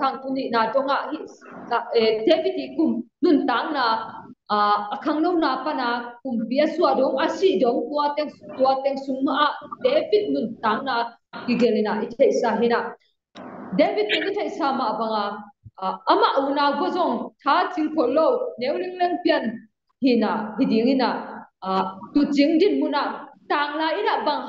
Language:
Tedim Chin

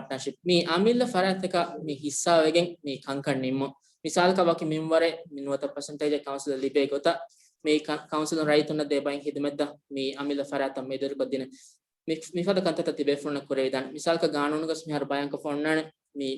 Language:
Divehi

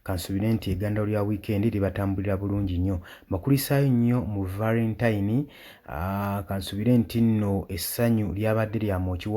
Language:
Ganda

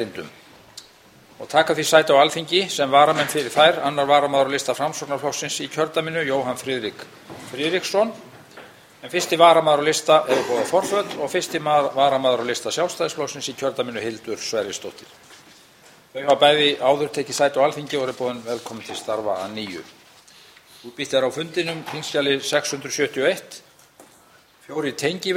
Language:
Icelandic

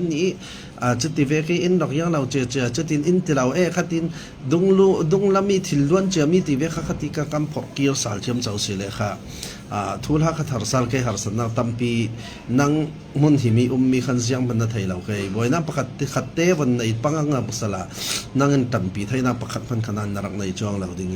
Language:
Falam Chin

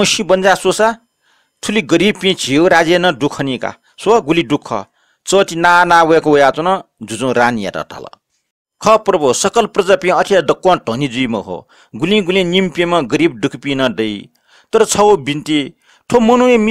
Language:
Newari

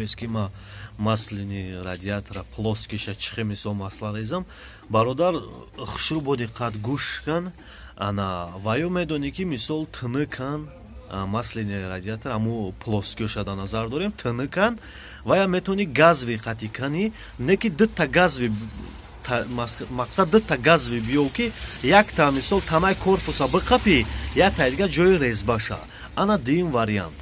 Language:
Tajik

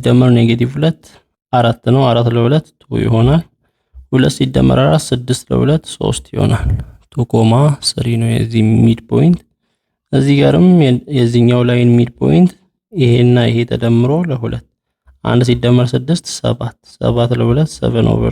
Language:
Amharic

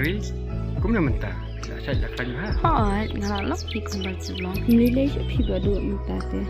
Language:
Khasi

